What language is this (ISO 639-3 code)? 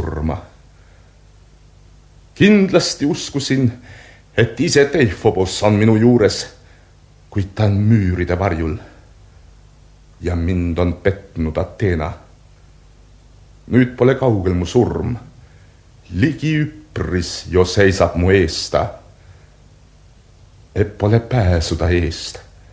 est